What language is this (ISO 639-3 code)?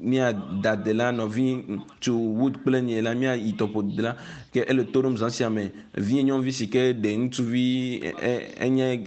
ewe